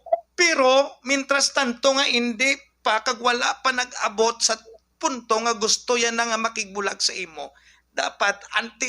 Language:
Hiligaynon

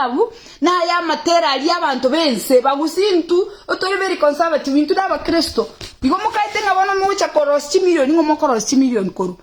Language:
Gusii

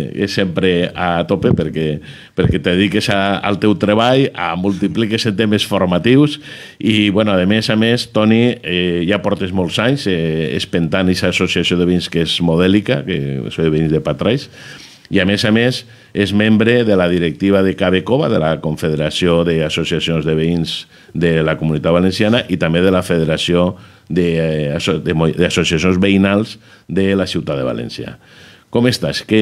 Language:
Catalan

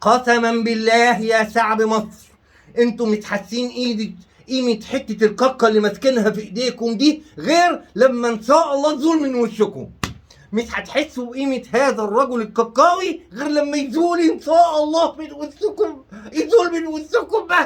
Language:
Egyptian Arabic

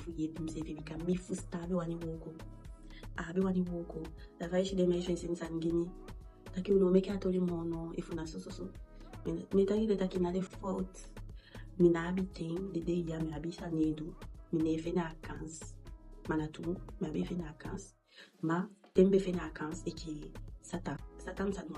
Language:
Eastern Maroon Creole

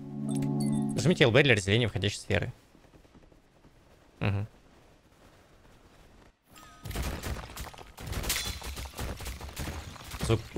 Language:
Russian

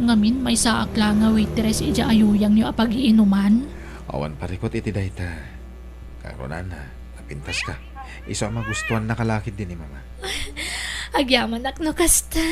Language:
Iloko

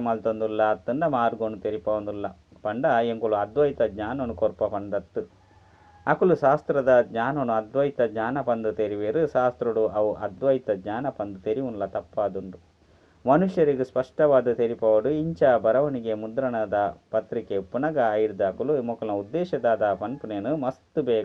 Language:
Tulu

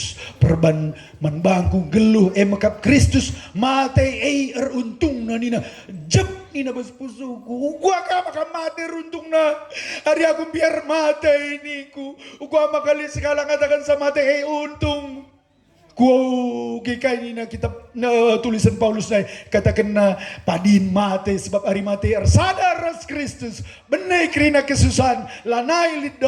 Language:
Batak Karo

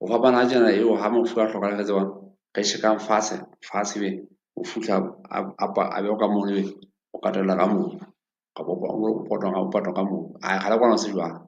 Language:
Southern Sotho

